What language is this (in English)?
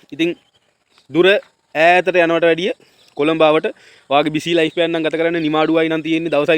Sinhala